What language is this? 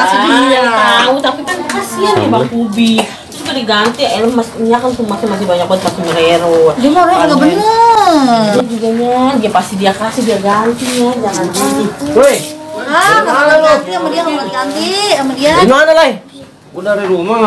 Betawi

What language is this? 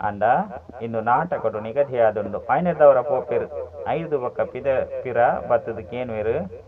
Tulu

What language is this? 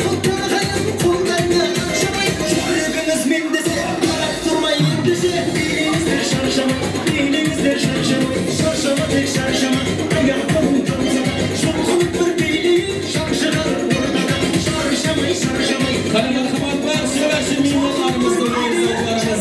Kara-Kalpak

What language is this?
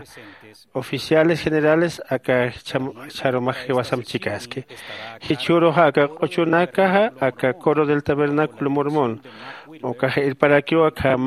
Aymara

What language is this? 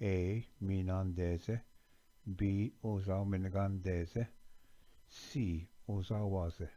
Ojibwa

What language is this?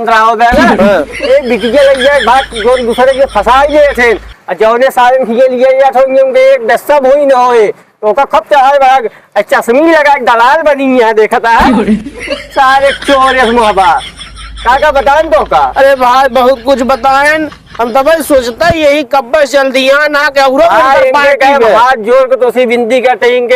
Awadhi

